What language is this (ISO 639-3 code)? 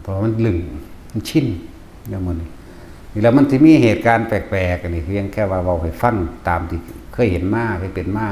tts